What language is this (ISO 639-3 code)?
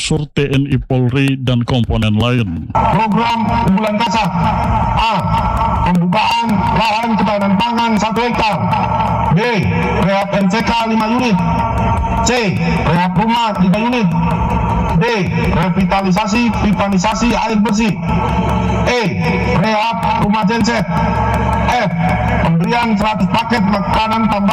ind